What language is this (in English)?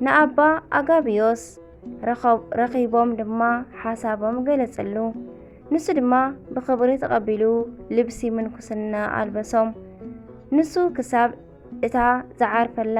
Tigrinya